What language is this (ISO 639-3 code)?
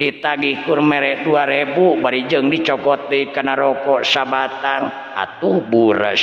sun